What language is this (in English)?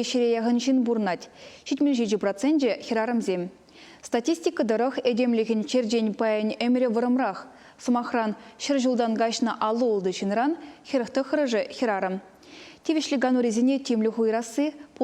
Chuvash